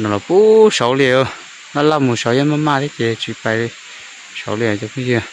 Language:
Hmong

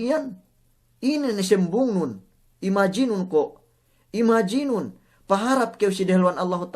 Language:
Yakan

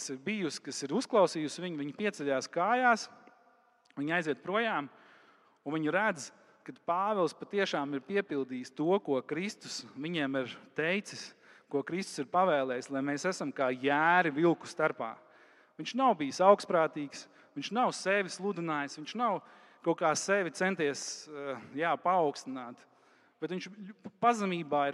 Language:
Latvian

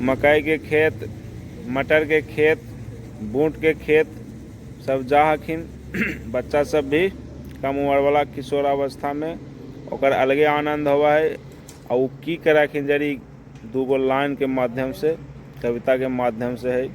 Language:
Magahi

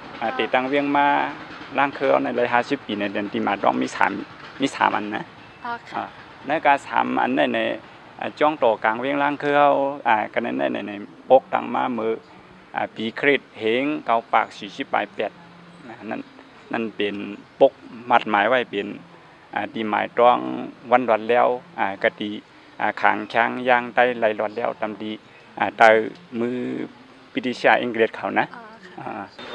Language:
Shan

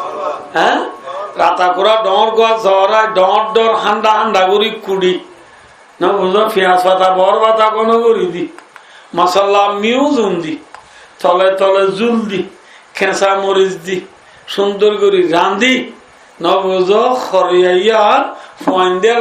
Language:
Rohingya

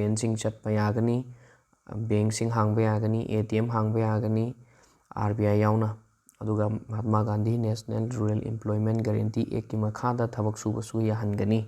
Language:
Manipuri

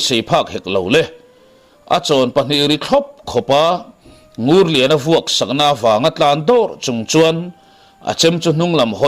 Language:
Mizo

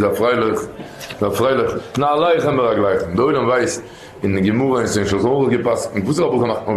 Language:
Yiddish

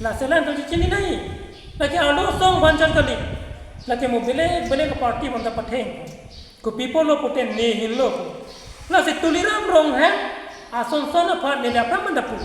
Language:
Karbi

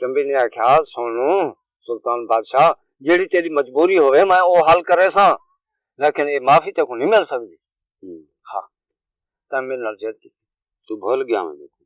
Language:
Saraiki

